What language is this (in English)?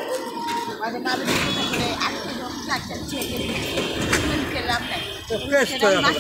Bangla